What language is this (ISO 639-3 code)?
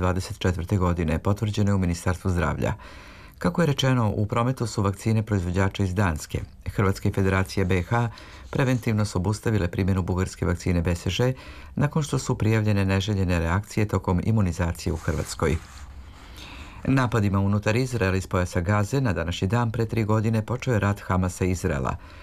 srp